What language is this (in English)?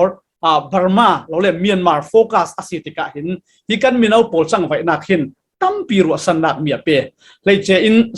Falam Chin